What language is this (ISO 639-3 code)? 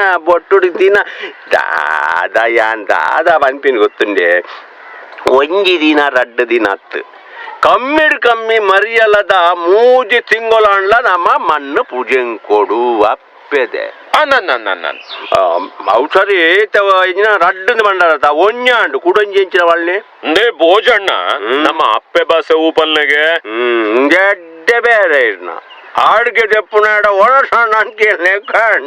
tcy